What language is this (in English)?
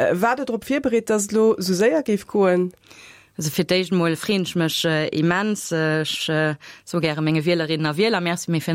Luxembourgish